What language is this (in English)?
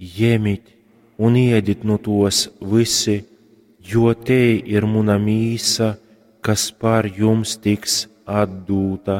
Latgalian